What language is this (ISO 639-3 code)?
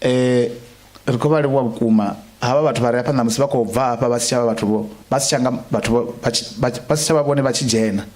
ven